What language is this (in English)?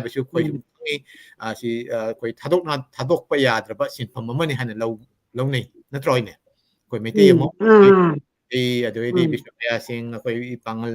Manipuri